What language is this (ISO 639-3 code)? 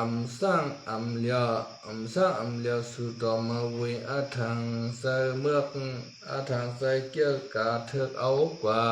shn